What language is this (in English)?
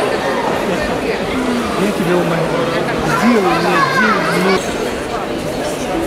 Russian